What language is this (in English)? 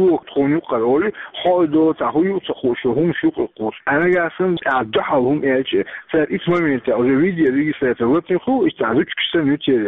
Chechen